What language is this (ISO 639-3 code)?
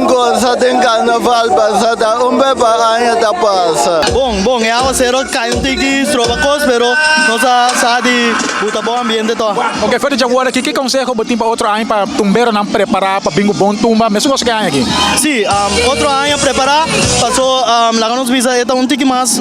pap